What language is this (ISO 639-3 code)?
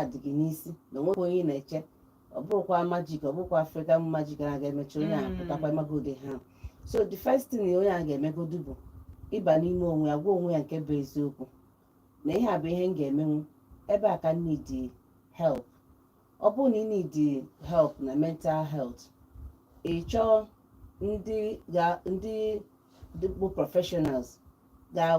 ibo